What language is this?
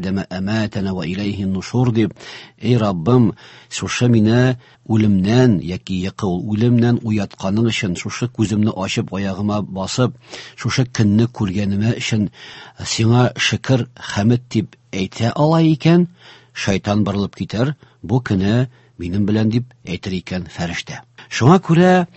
Tatar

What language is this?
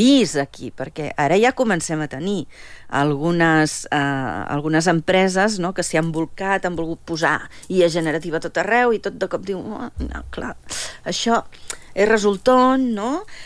Catalan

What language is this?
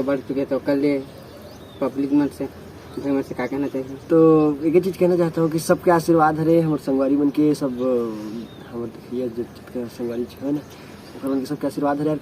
Chhattisgarhi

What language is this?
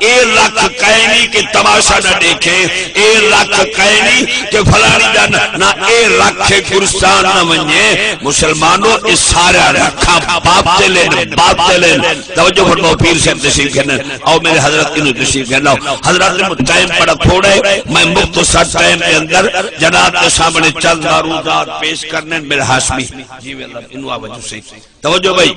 Saraiki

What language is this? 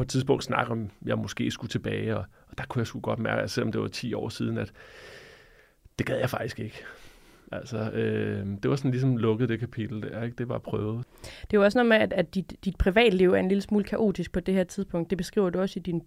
Danish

